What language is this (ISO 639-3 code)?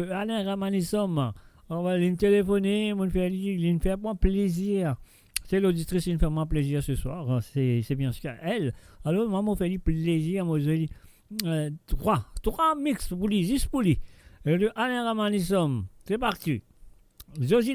mfe